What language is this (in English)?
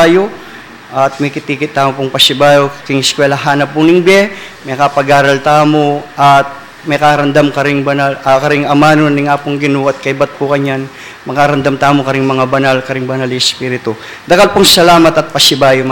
Pampanga